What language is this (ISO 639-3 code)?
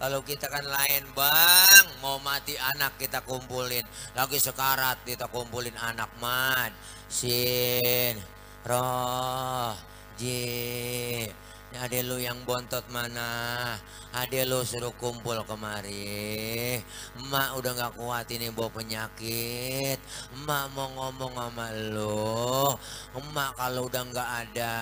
bew